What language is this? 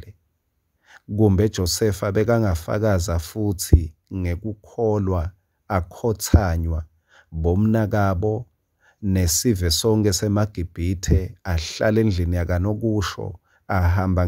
Swati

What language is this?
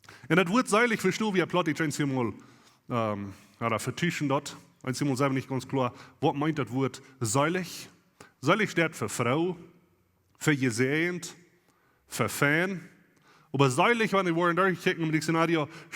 Plautdietsch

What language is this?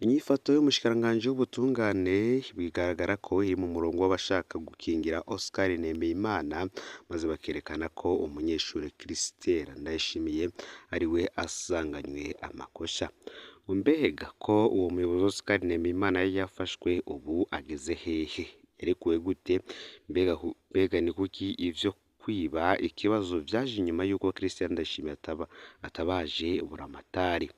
Rundi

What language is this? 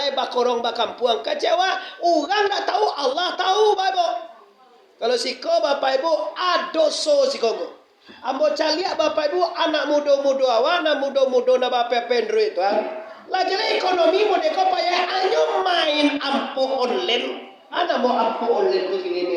Minangkabau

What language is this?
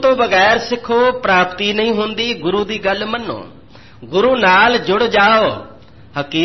Punjabi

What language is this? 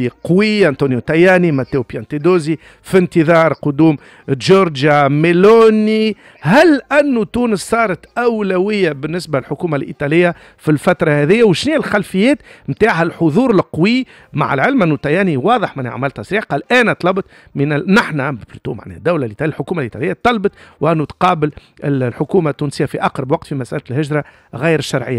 Tunisian Arabic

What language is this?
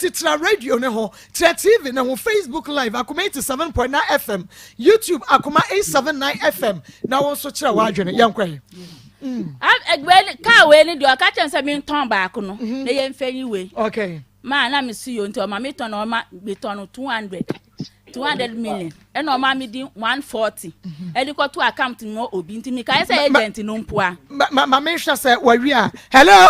Akan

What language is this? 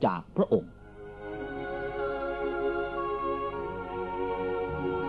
Thai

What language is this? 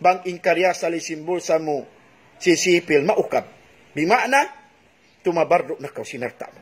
Tausug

